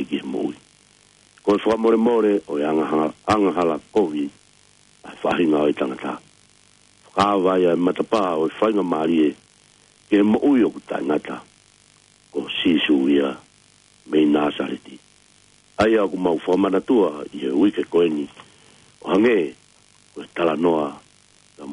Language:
Tongan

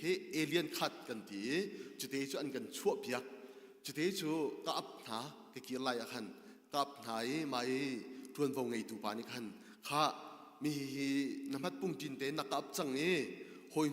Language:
Hakha Chin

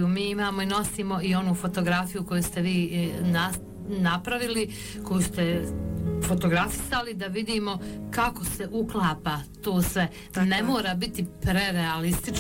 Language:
Bosnian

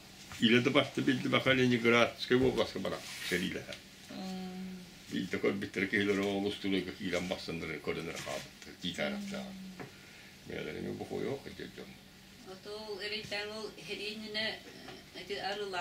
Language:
Yakut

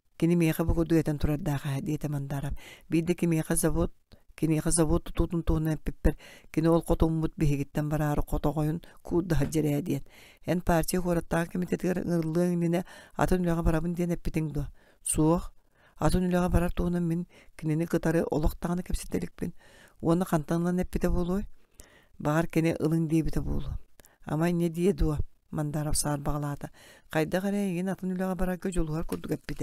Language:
Yakut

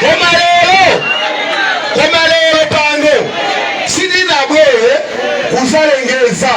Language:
Nyanja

